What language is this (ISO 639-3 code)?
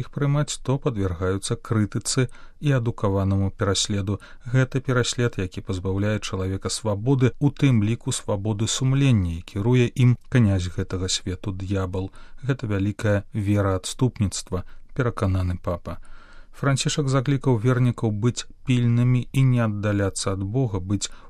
bel